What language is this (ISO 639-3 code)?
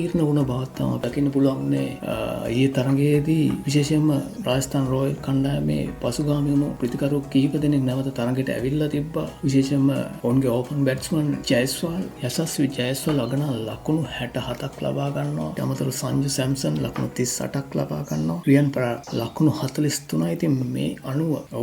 sin